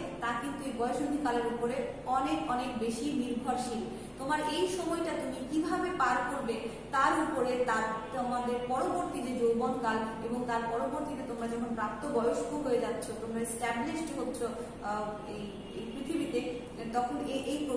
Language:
Bangla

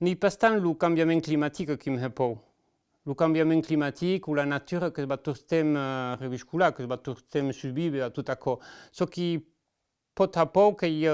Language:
Occitan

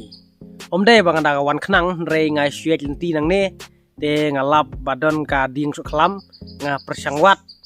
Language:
Khasi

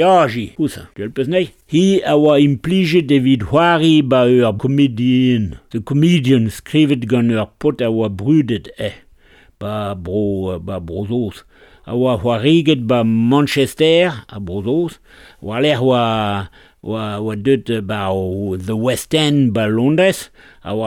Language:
Breton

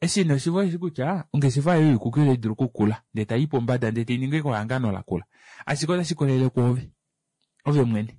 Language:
Kuanyama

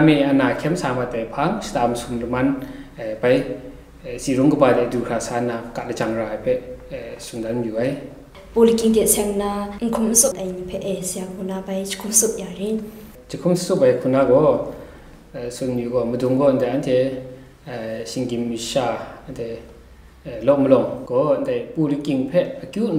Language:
Kachin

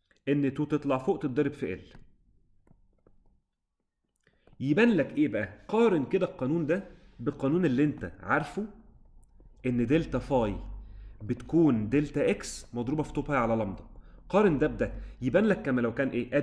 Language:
Egyptian Arabic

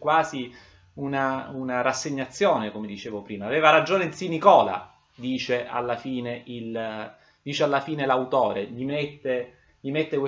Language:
Italian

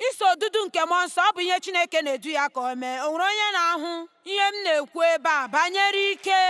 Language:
Igbo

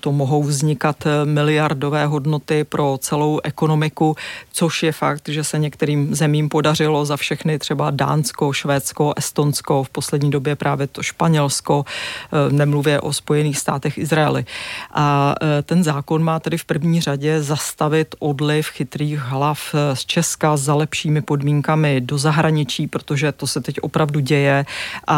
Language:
Czech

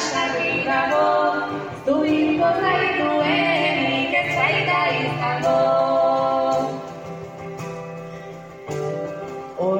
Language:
Basque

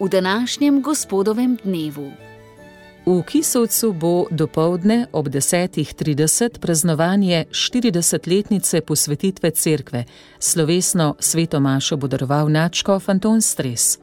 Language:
Slovenian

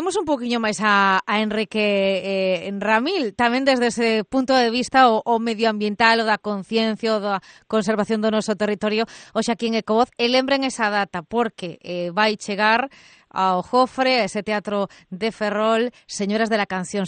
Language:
Galician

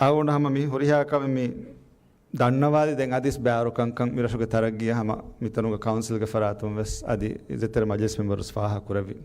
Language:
Divehi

